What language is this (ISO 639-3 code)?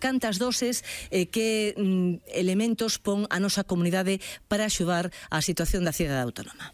glg